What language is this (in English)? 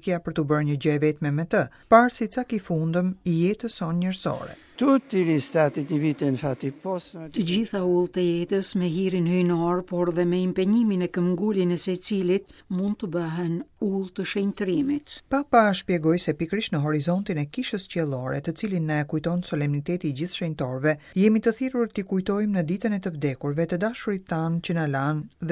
Albanian